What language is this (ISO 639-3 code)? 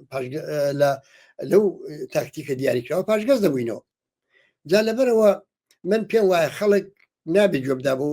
ckb